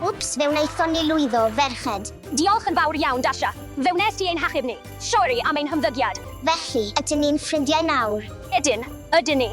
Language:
Welsh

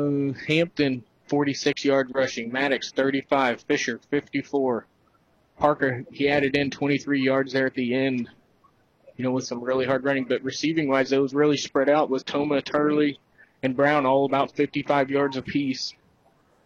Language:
English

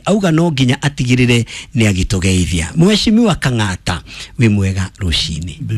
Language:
Kikuyu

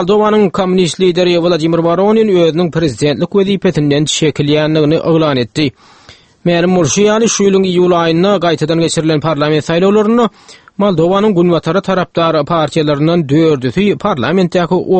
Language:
Turkmen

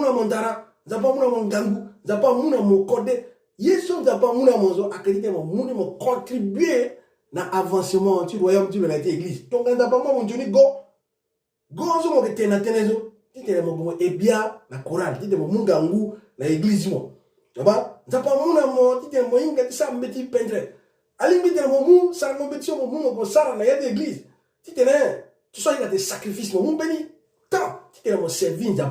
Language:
Sango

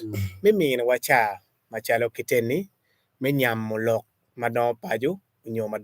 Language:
Acoli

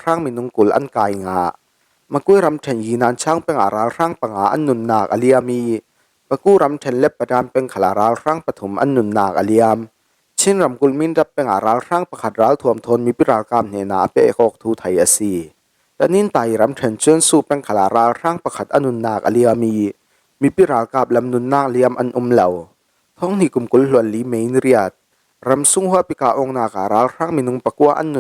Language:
Falam Chin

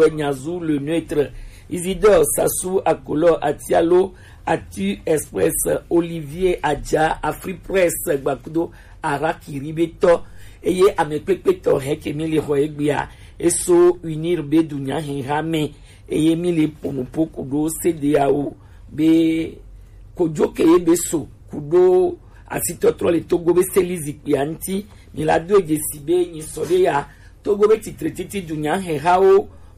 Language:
Gen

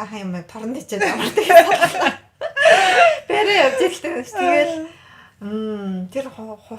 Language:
Mongolian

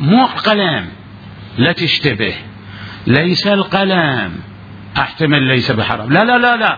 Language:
Mesopotamian Arabic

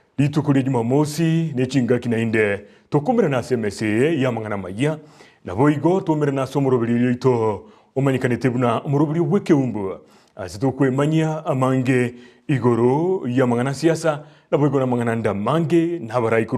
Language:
Gusii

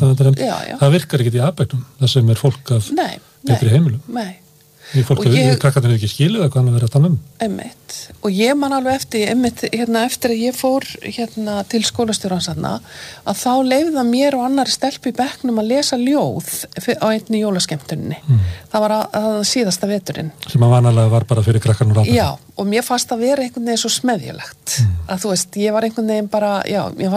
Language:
Icelandic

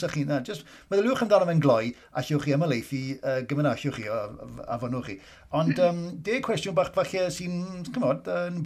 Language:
Welsh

